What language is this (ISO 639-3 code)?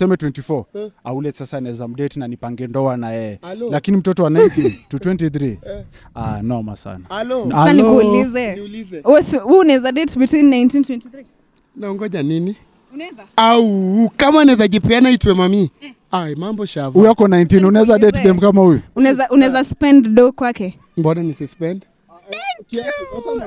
swa